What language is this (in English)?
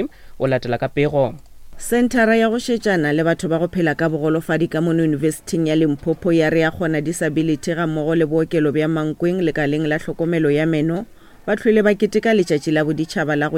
Northern Sotho